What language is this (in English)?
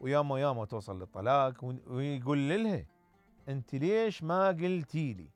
Mesopotamian Arabic